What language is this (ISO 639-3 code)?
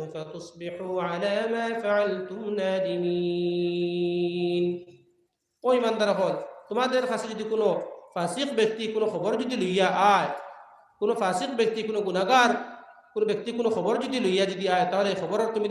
syl